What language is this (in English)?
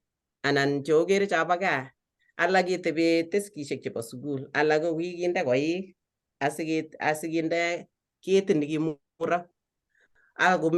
Kalenjin